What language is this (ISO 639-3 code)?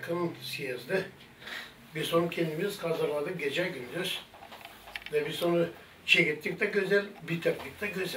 gag